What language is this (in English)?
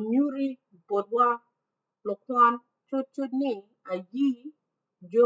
Acoli